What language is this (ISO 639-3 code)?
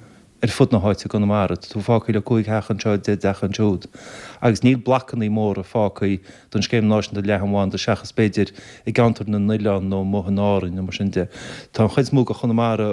gle